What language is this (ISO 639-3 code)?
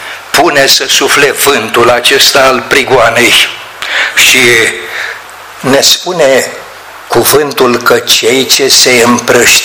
ron